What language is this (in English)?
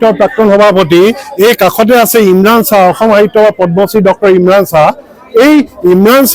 Assamese